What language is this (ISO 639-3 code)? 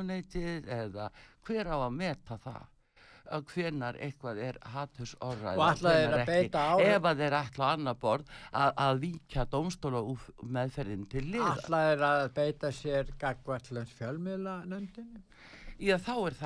isl